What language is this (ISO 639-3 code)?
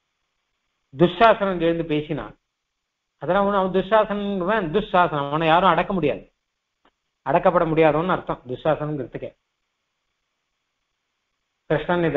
tam